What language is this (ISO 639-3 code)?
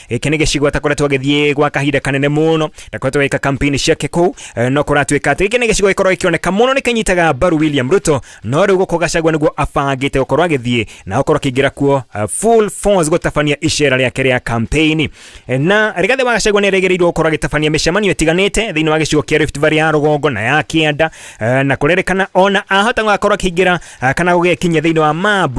kik